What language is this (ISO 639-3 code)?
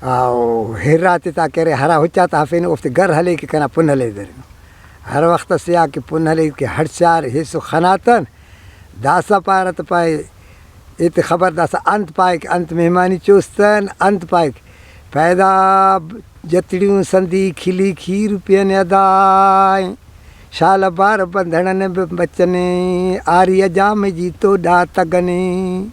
brh